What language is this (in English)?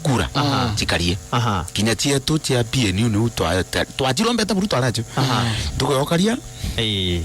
Meru